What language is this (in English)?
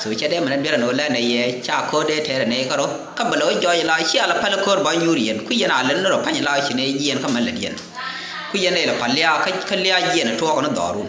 Nuer